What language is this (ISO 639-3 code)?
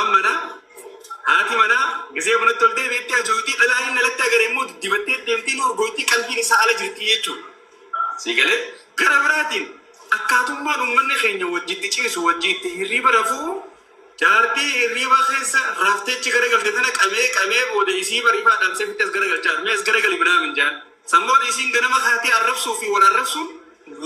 orm